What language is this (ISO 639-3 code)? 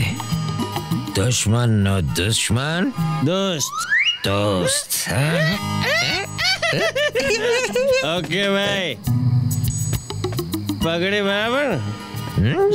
guj